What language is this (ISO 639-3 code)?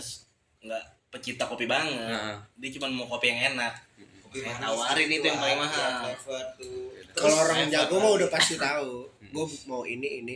ind